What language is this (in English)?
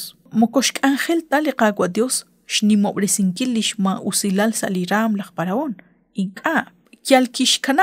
Kekchí